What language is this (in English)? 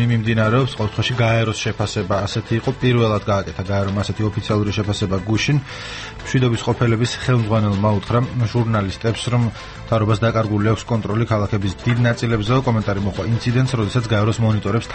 Georgian